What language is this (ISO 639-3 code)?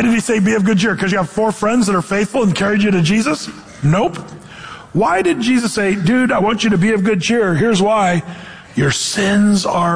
eng